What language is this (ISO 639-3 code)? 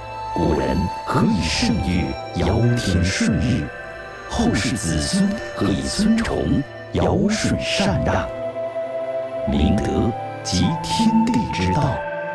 zho